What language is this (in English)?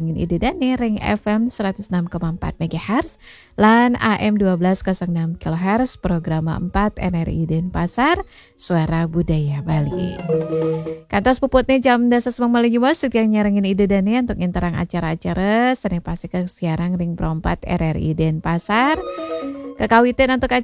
Balinese